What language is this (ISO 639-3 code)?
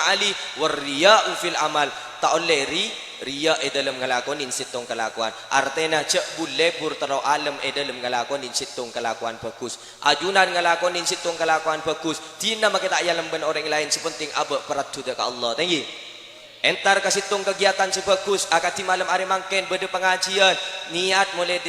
mad